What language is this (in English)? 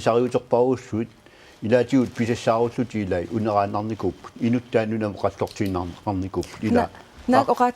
Kalaallisut